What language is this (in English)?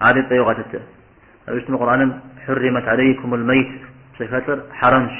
Kabardian